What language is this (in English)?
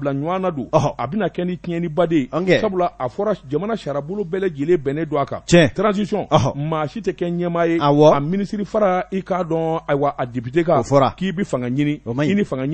Bambara